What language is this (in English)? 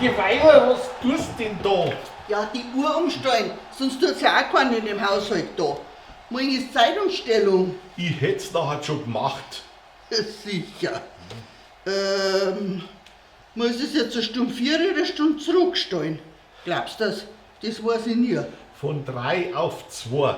Bavarian